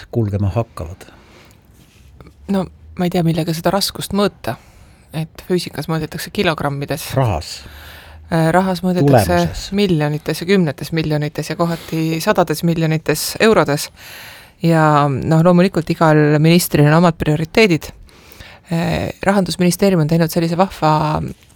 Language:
Estonian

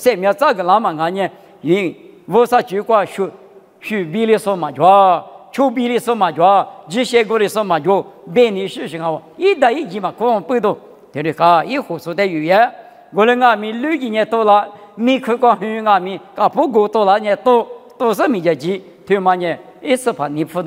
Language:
Lisu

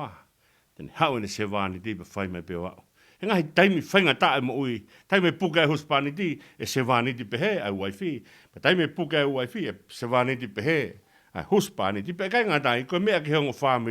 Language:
Tongan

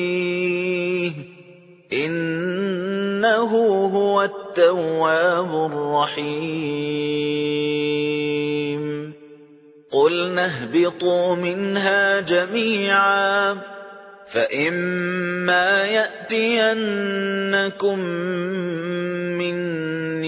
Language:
Arabic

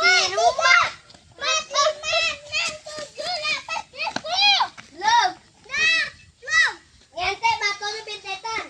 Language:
Musi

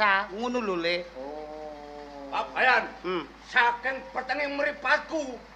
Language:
Javanese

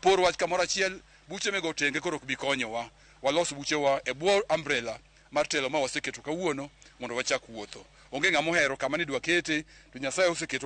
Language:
Luo (Kenya and Tanzania)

